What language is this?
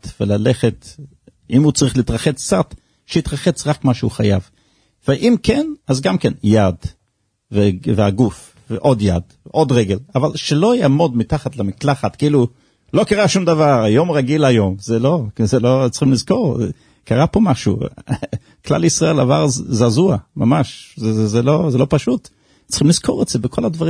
Hebrew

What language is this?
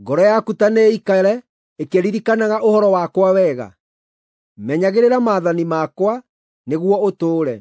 Kikuyu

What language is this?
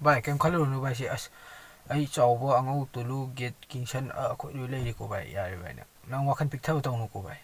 Manipuri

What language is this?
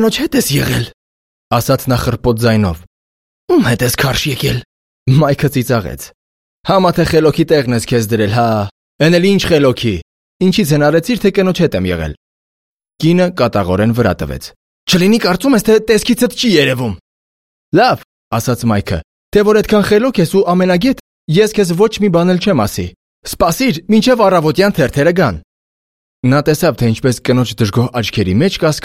Armenian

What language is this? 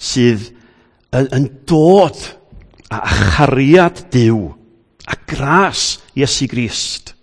Welsh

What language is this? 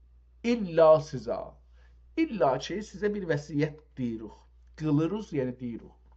South Azerbaijani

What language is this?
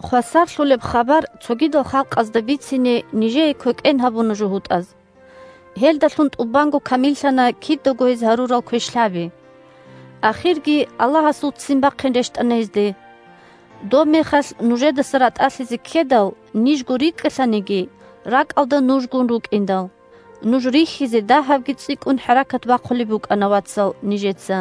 Avaric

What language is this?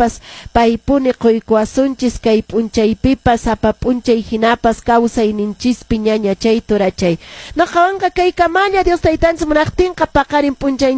Quechua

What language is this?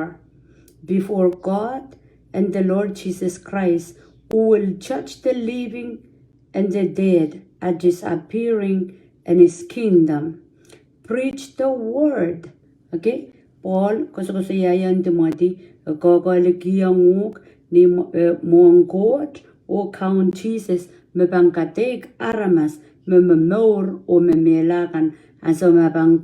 Pohnpeian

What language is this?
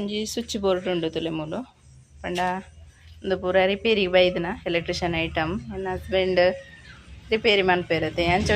Tulu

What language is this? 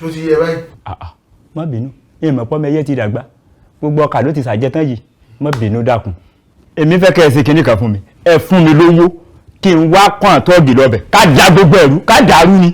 Yoruba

